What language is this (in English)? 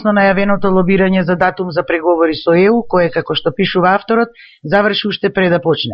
Macedonian